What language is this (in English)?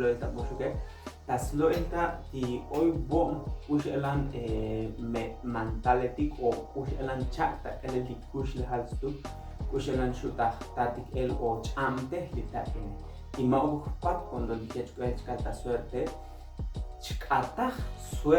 Tzotzil